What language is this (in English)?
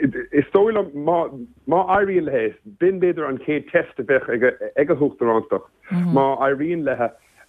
Irish